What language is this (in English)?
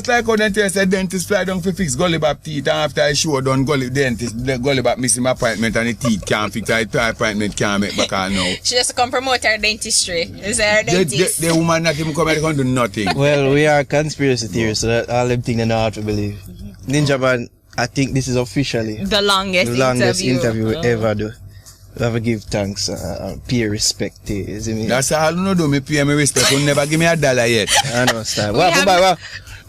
Jamaican Creole English